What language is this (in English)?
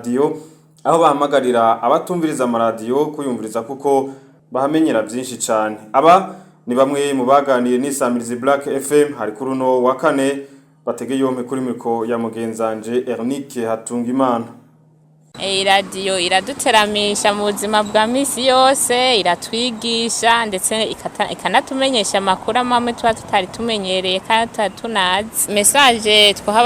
Rundi